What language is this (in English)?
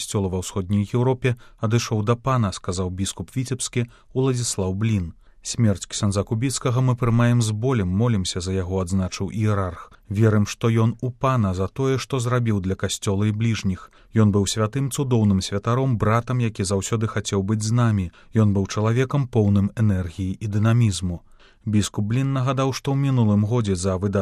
Belarusian